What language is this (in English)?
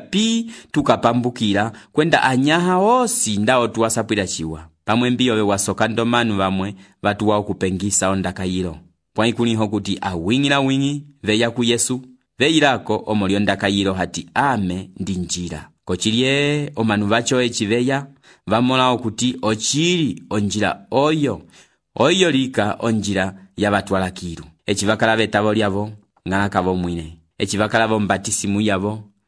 Umbundu